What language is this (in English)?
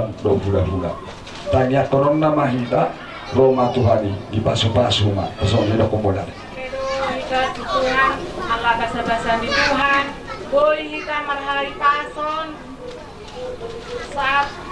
Batak Toba